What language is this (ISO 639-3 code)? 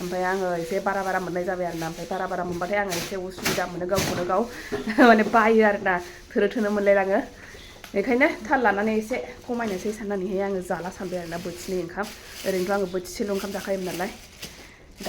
brx